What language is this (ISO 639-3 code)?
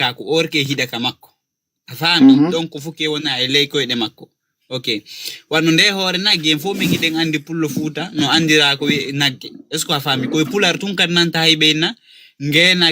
ful